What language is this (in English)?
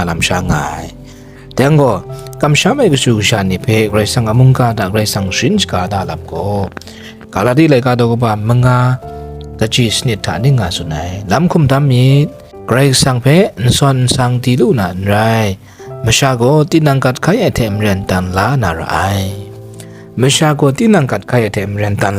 Kachin